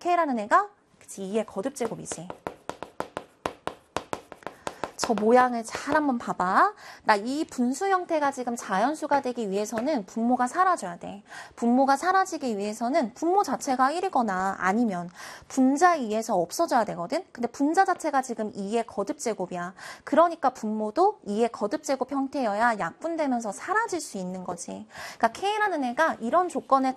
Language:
Korean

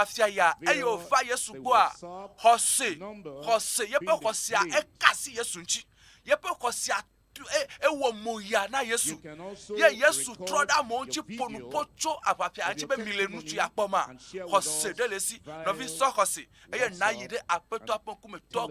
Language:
Ewe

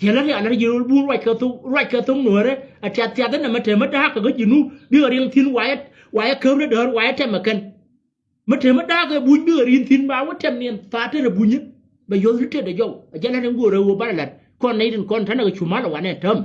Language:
Nuer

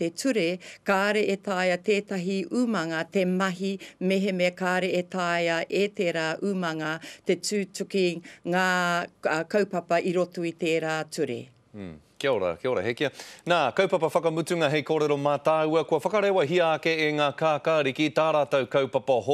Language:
Māori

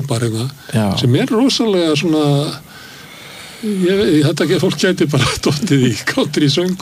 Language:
Icelandic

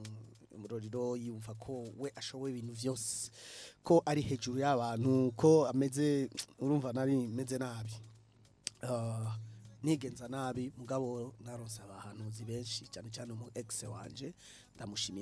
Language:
Rundi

